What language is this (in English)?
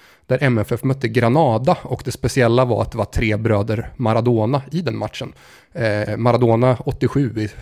Swedish